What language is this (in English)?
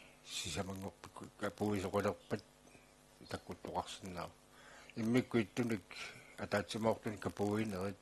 Kalaallisut